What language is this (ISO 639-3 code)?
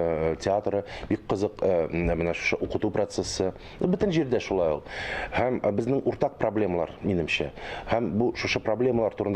tat